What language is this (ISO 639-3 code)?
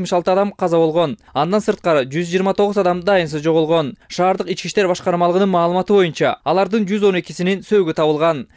kir